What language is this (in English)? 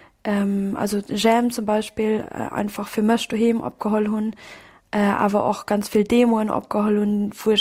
Luxembourgish